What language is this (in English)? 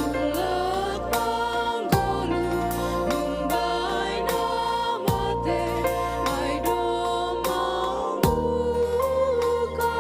Batak Simalungun